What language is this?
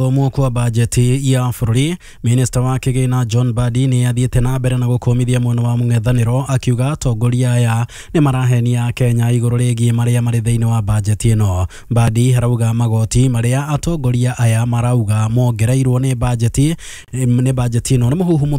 Kikuyu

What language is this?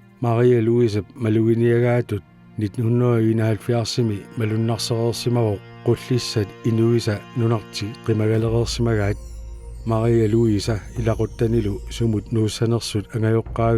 Kalaallisut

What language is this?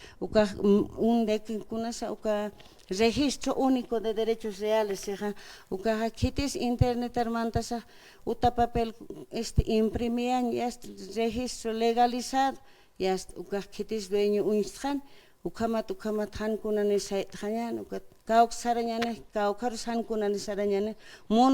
Aymara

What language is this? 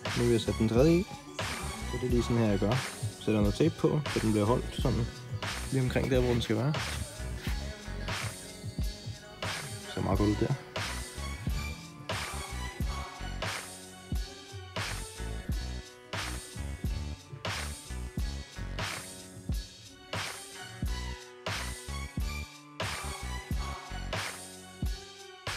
Danish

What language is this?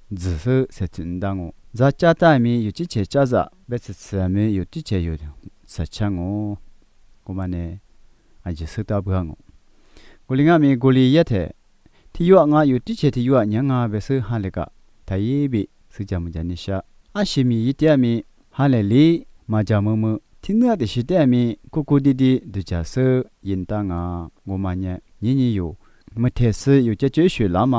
Lisu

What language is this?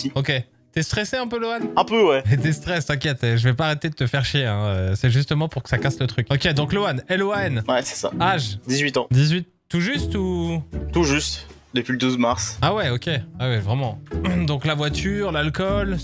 French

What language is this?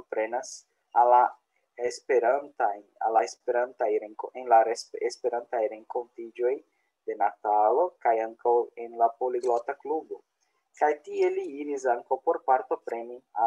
Esperanto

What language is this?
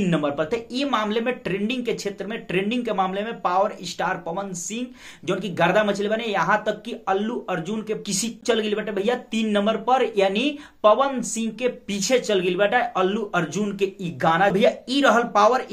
Bhojpuri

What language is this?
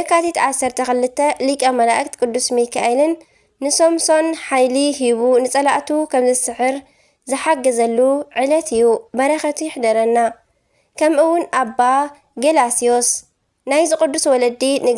Tigrinya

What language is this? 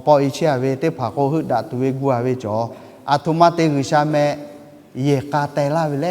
Lahu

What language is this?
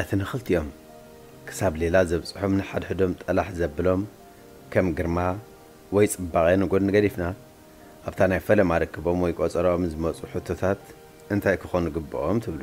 Tigrinya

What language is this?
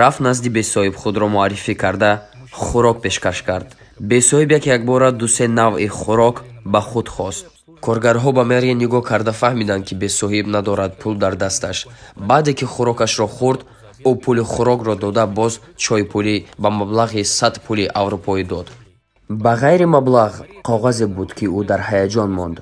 Tajik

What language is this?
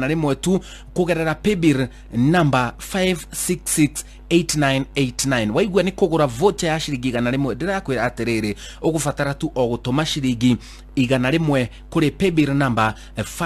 Kikuyu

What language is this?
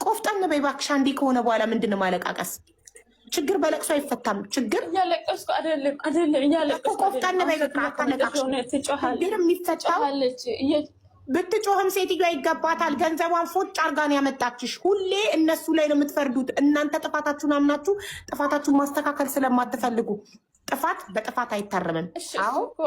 Amharic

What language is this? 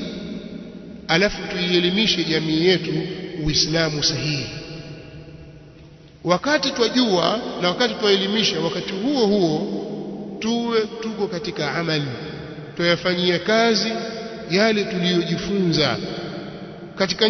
Swahili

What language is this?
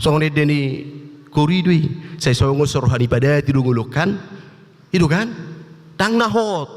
Batak Toba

